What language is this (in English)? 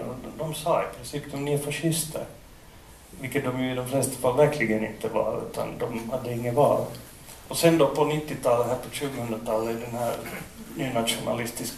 Swedish